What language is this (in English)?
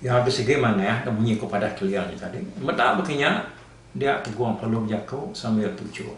Iban